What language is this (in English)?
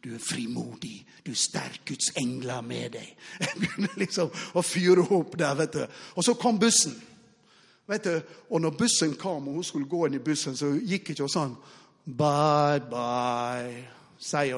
Norwegian